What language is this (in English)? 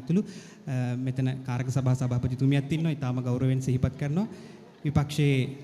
Sinhala